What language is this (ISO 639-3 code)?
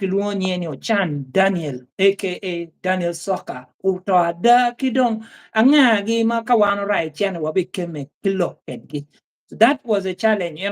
ach